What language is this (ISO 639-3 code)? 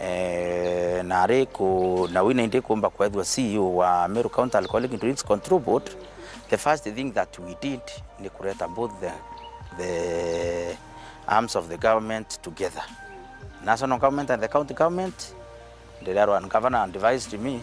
mer